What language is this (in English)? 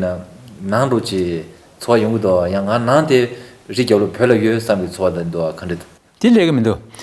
Tibetan